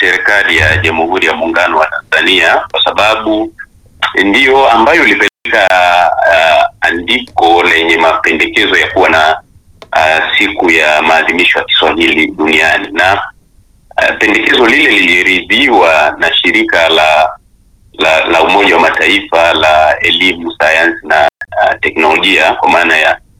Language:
Swahili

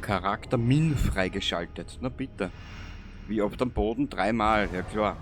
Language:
Bavarian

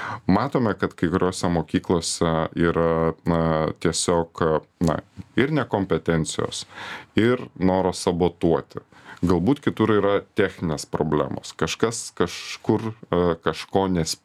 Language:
Lithuanian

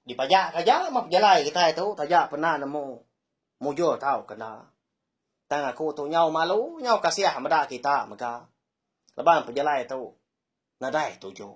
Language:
Iban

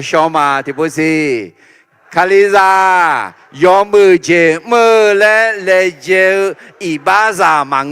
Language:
Akha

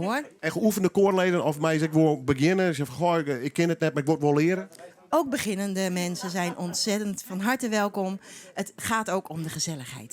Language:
Western Frisian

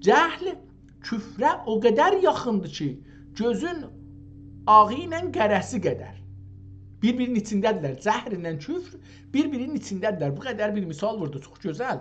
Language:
South Azerbaijani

